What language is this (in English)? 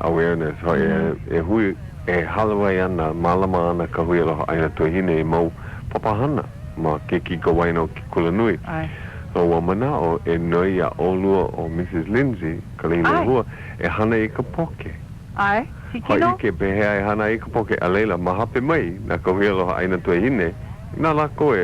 Hawaiian